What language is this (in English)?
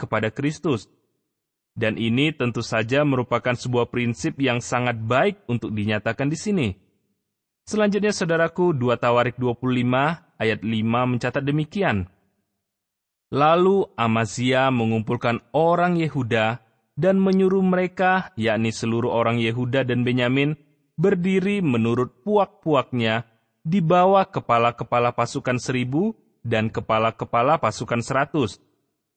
Indonesian